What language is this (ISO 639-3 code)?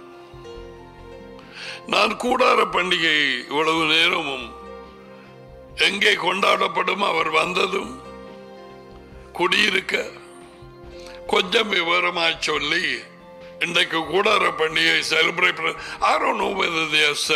tam